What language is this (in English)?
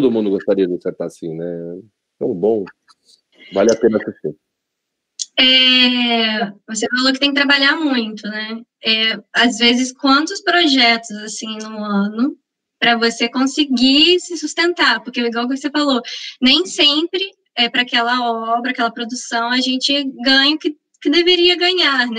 Portuguese